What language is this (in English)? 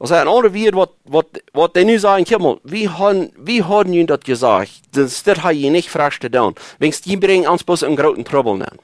Plautdietsch